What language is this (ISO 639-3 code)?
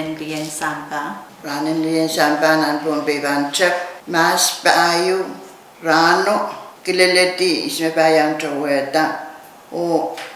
pon